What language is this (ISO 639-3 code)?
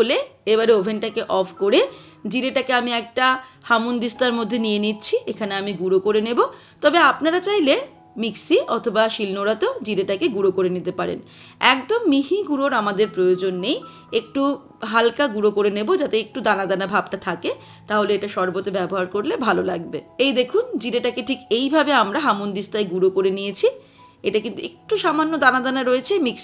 ben